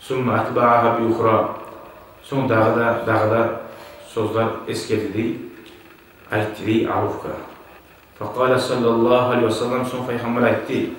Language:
Kumyk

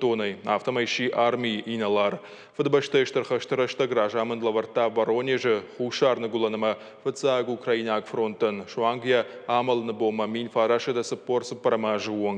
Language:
Ossetic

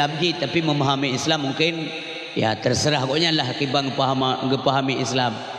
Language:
Achinese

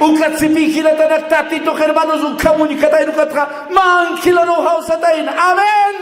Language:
Aymara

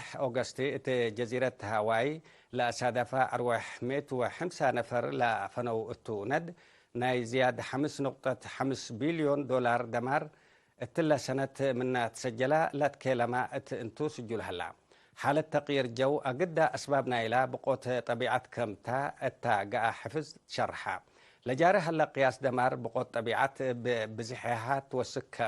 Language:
Tigre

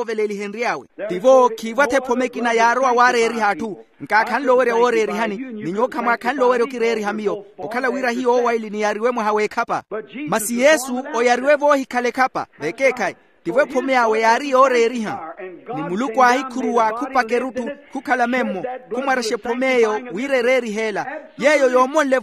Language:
Makhuwa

